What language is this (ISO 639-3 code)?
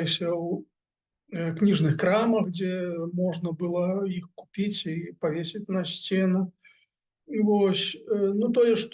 bel